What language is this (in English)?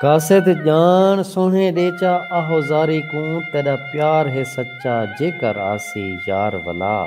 Saraiki